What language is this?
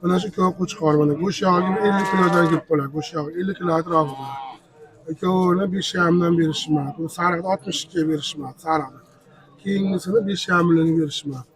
Uzbek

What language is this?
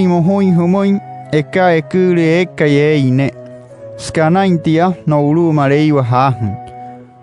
Wayuu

